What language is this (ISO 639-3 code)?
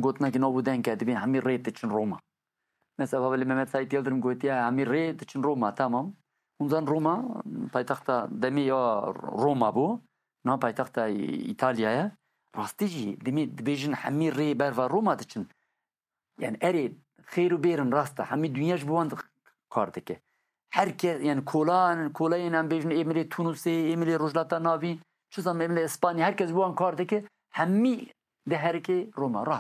kur